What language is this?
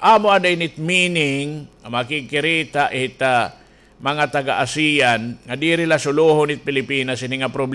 Waray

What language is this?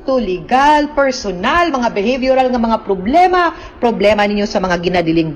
Cebuano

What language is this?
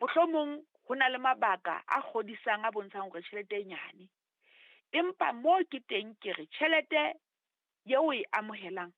Southern Sotho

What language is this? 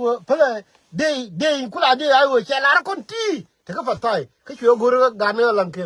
Nuer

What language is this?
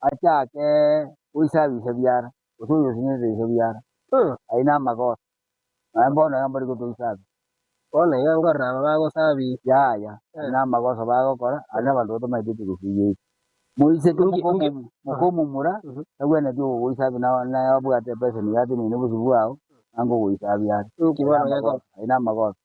Gusii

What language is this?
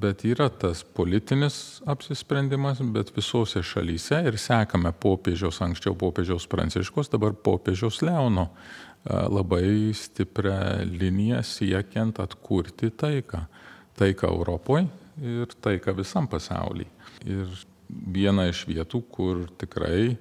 Lithuanian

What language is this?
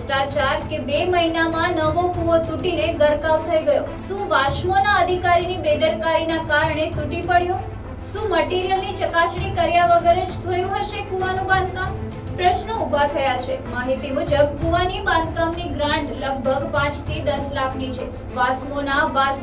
Gujarati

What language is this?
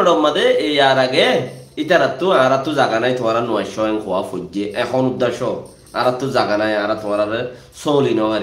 Rohingya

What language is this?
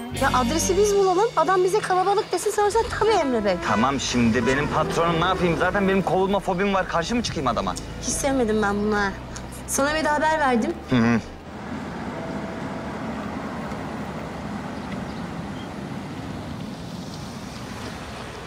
Turkish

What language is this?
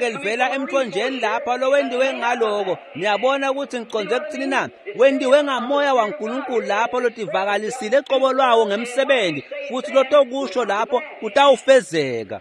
Swati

